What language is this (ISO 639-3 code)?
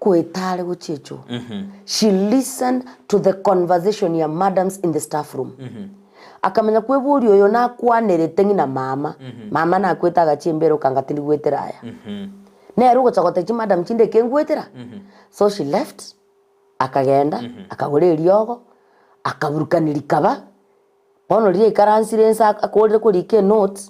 guz